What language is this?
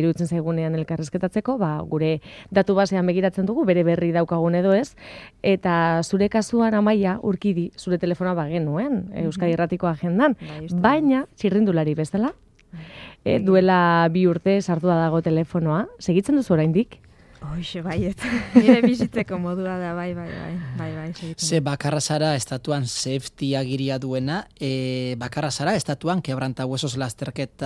Basque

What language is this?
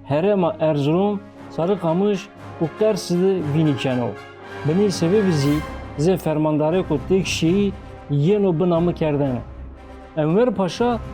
Zaza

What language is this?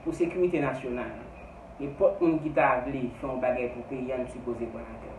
Haitian Creole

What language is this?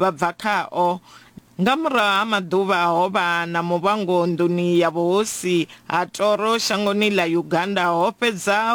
Venda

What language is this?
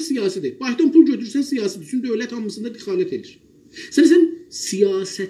South Azerbaijani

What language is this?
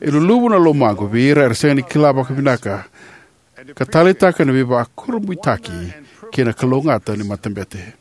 Fijian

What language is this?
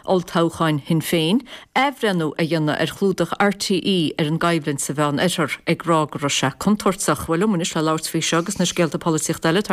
Irish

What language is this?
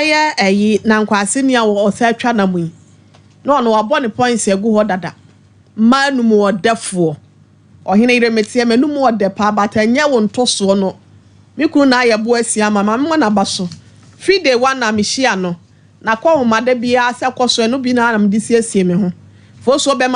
Akan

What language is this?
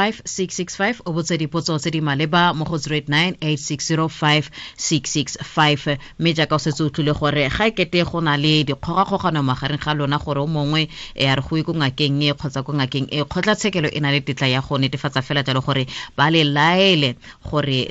Tswana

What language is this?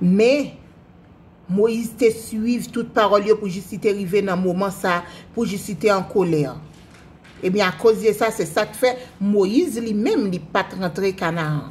Haitian Creole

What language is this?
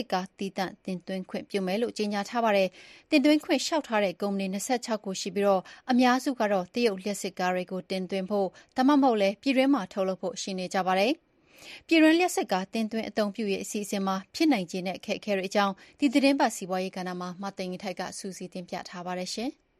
Burmese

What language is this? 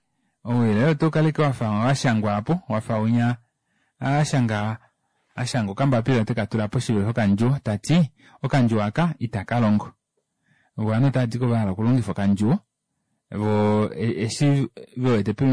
Kuanyama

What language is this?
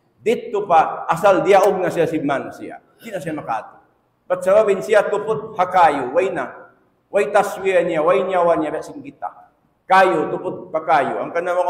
Tausug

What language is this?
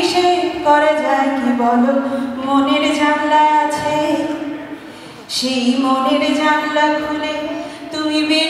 Bangla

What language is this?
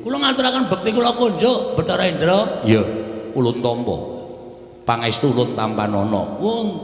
Javanese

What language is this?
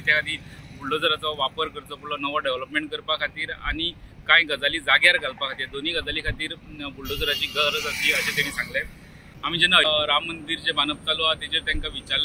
Konkani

